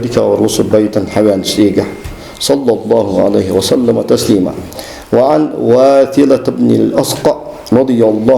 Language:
Ingush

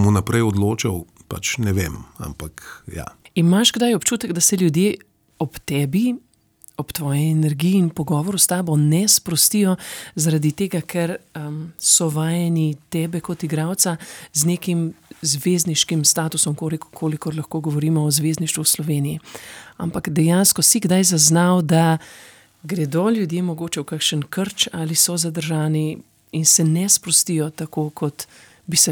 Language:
Slovenian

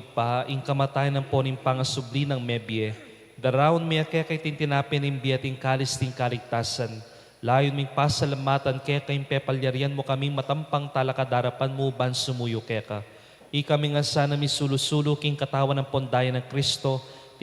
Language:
Pampanga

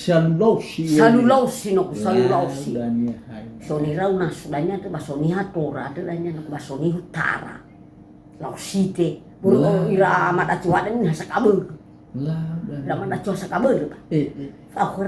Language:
Nias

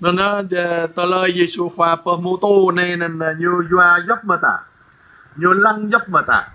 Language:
Jarai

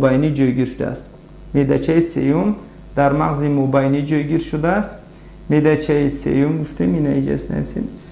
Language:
Tajik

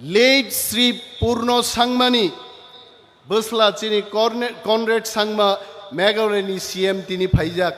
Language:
Kok Borok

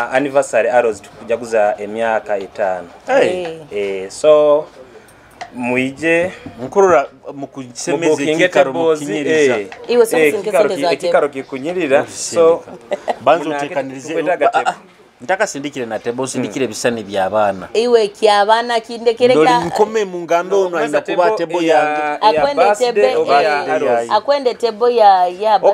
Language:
Nyoro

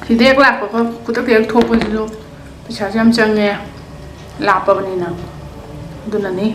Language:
Manipuri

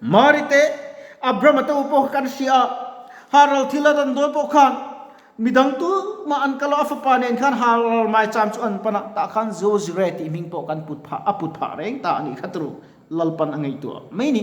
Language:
Mizo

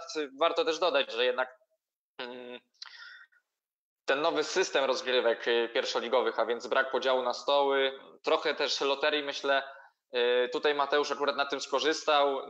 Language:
Polish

